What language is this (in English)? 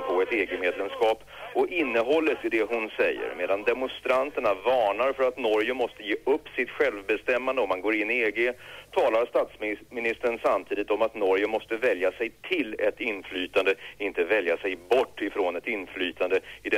Swedish